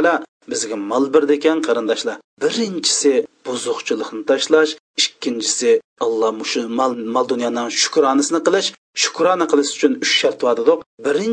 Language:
Uyghur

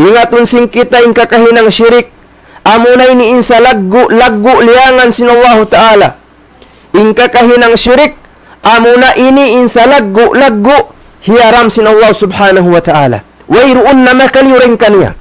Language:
Tausug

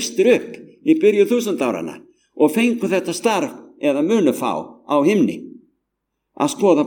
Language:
Icelandic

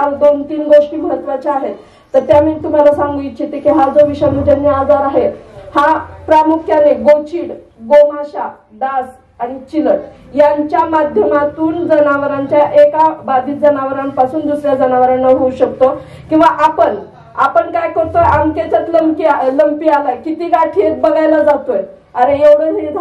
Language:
Marathi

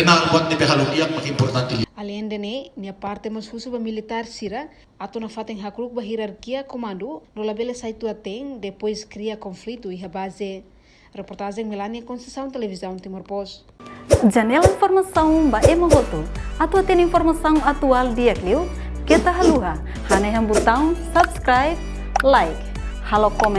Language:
Tetum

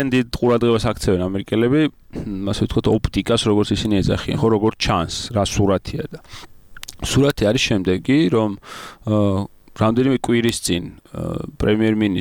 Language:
Georgian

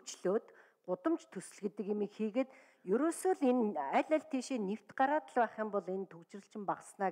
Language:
Mongolian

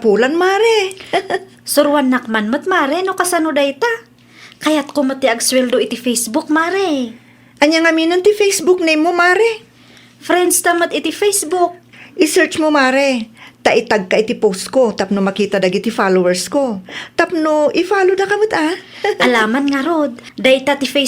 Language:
Iloko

